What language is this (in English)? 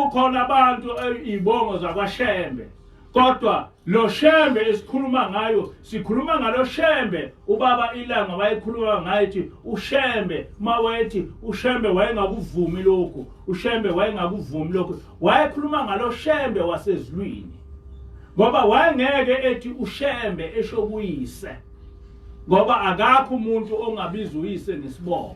Zulu